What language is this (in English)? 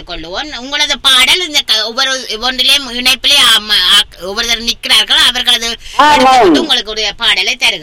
Tamil